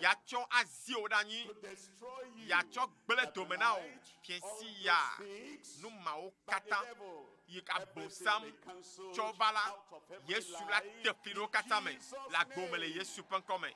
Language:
Ewe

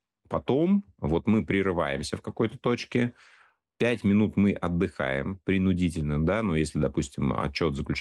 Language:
Russian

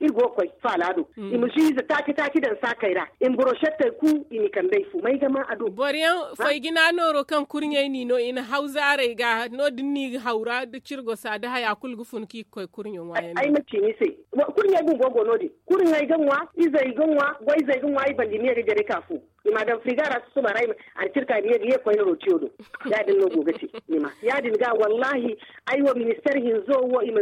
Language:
Zarma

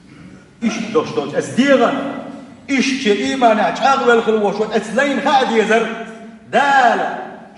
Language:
Chechen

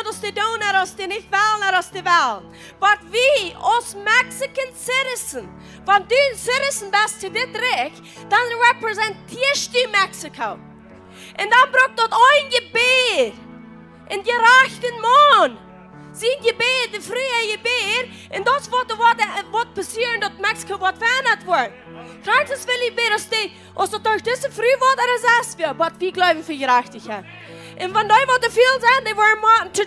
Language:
Plautdietsch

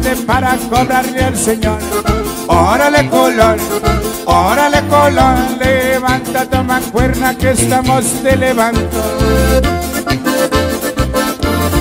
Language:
Spanish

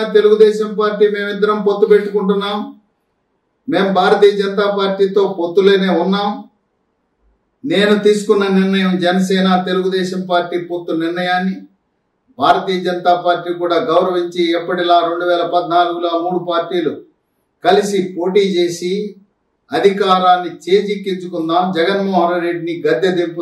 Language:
Telugu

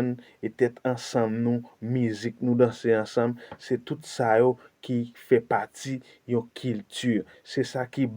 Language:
Haitian Creole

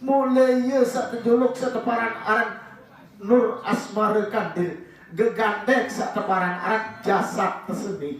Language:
Sasak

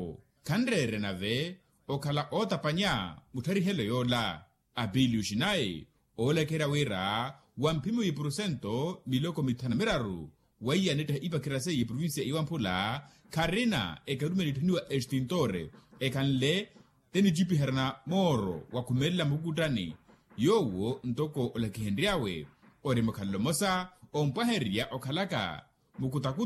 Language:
Makhuwa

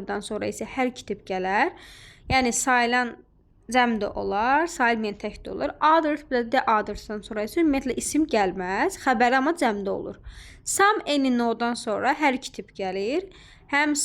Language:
Azerbaijani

